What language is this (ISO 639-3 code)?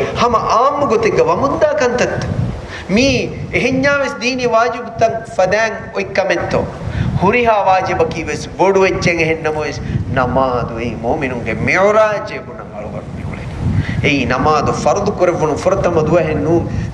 div